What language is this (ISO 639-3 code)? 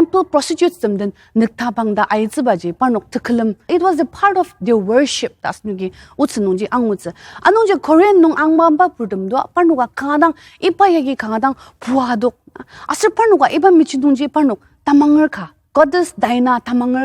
njo